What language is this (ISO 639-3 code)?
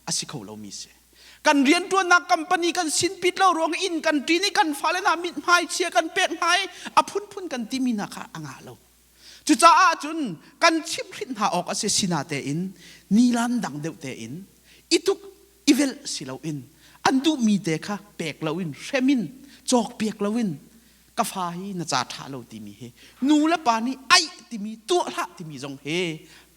cnh